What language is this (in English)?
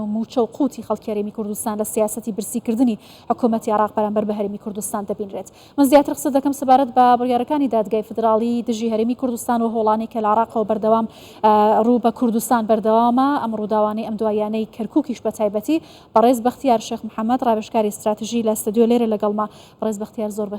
Central Kurdish